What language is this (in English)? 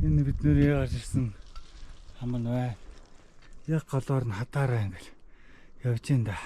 Mongolian